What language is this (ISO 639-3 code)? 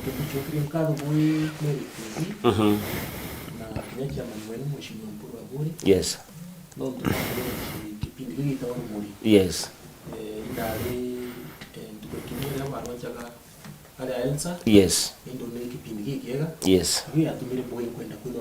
mer